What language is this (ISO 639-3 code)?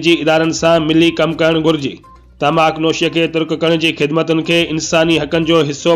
snd